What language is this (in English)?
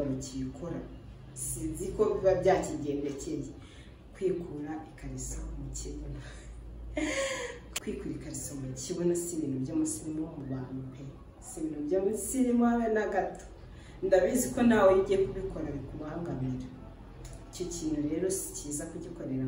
Kinyarwanda